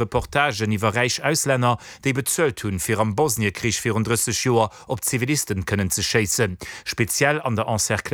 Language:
Luxembourgish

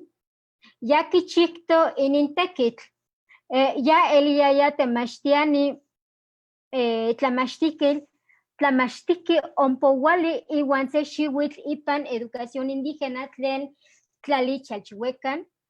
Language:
Eastern Huasteca Nahuatl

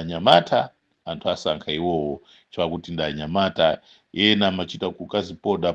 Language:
Nyanja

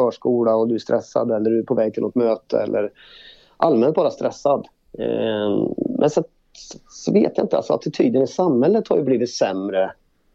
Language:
Swedish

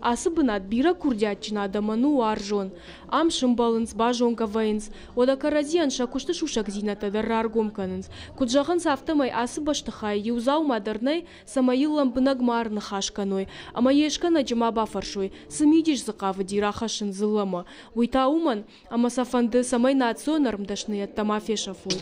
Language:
Ossetic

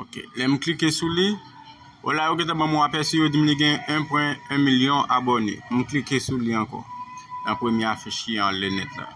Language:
Haitian Creole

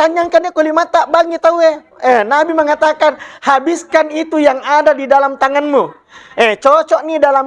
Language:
Buginese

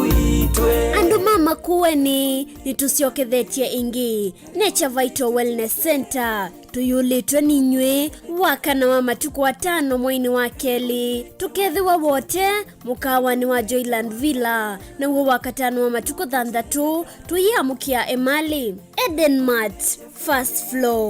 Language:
Kamba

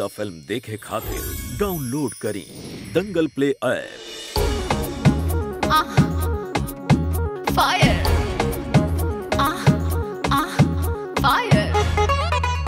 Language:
Bhojpuri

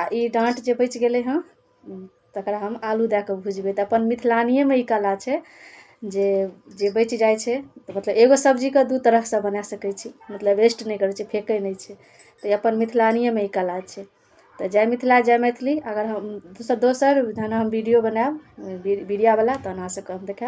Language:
Maithili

